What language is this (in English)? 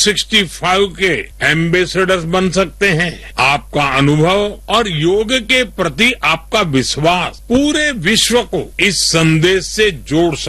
Hindi